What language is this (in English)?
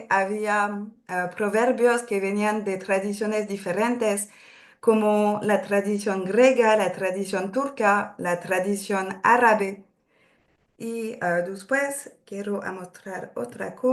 Ladino